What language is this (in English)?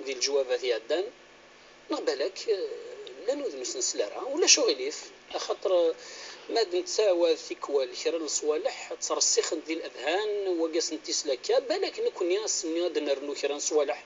Kabyle